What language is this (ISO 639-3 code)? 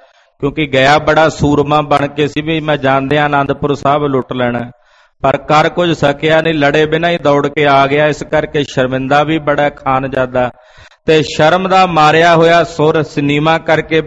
pan